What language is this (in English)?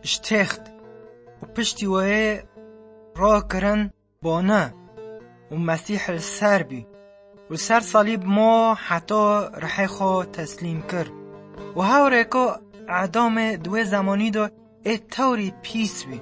Kurdish